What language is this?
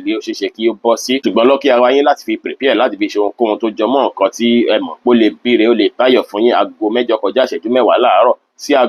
Yoruba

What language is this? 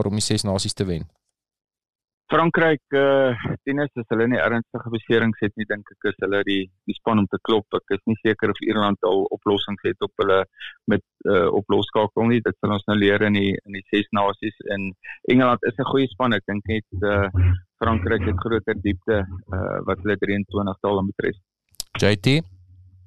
Afrikaans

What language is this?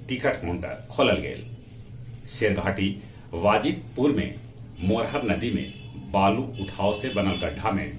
Magahi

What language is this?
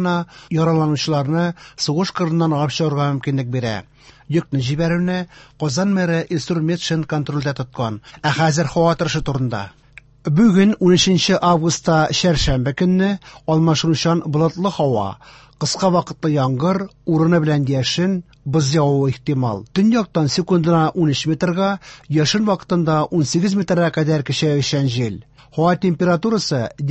Tatar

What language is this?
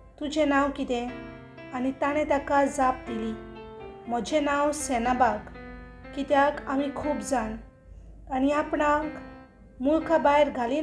Konkani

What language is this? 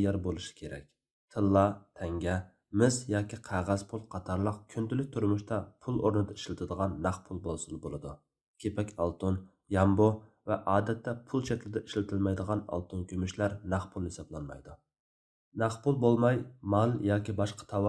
Uyghur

